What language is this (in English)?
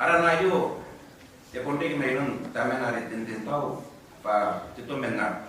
Gilbertese